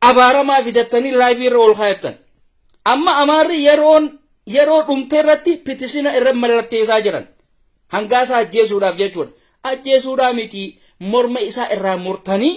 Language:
Oromo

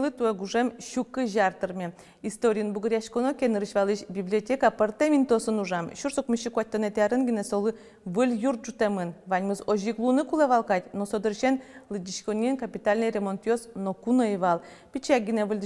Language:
Udmurt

